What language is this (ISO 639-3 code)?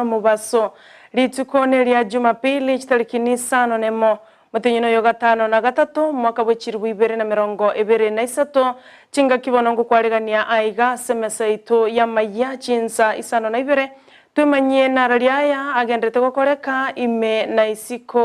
guz